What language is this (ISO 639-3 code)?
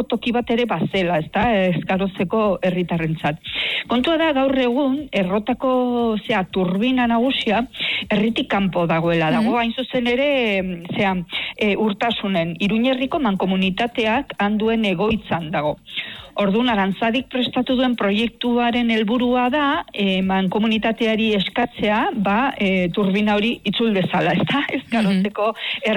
eus